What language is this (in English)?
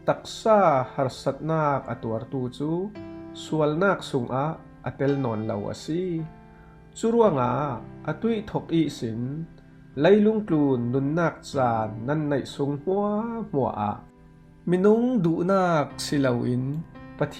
Falam Chin